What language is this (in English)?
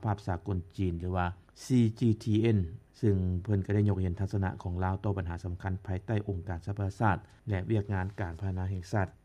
Lao